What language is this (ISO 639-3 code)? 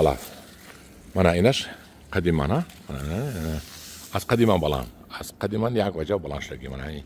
tgk